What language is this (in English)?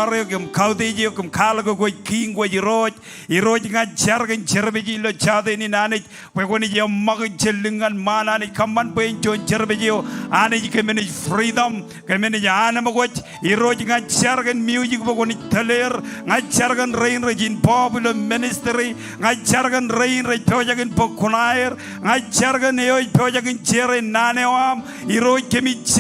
Marshallese